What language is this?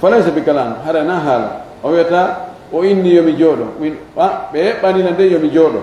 Fula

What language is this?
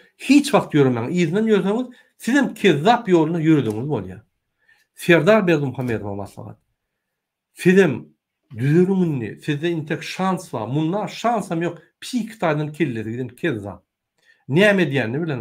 Turkmen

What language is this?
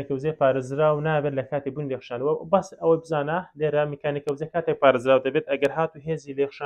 Central Kurdish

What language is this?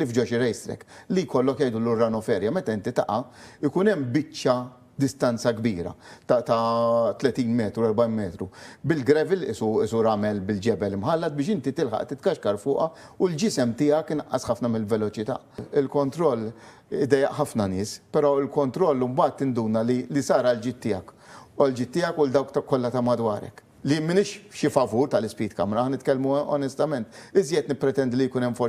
Maltese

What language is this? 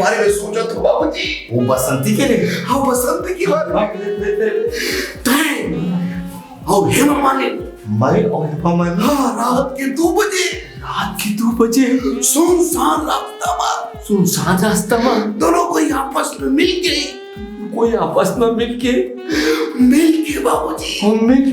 Chhattisgarhi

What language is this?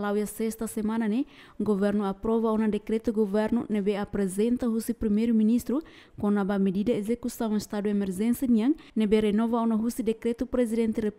Tetum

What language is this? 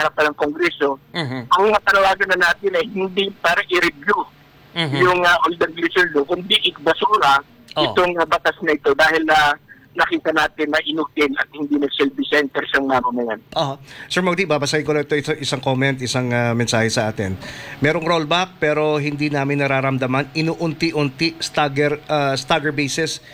Filipino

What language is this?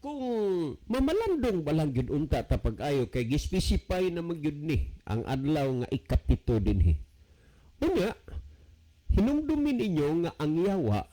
Cebuano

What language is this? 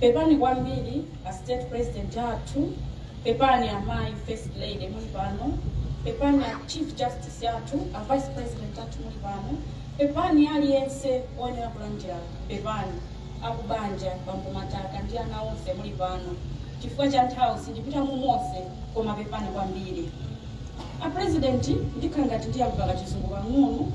Nyanja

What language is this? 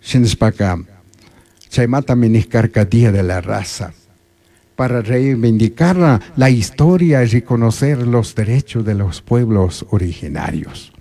Chimborazo Highland Quichua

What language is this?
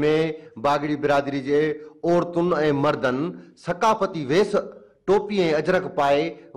Sindhi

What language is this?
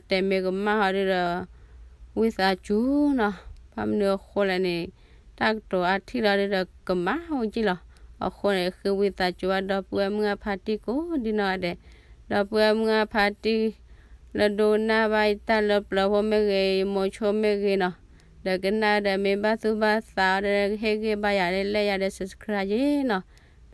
S'gaw Karen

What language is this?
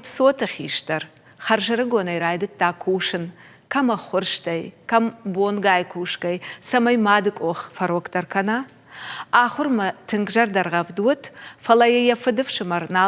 Ossetic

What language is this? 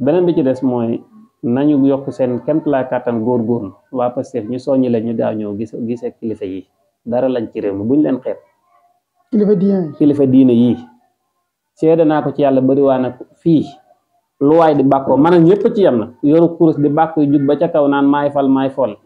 Wolof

